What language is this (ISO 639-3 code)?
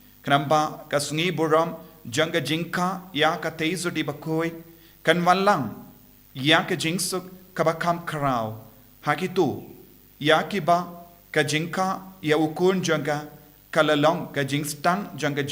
kha